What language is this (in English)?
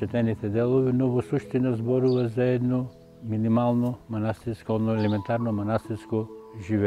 Macedonian